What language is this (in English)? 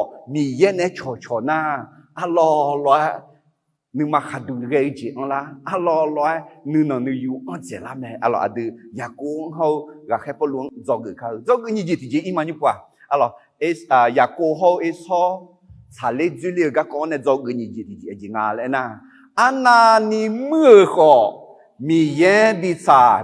Akha